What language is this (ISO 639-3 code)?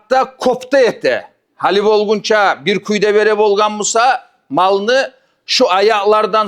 kum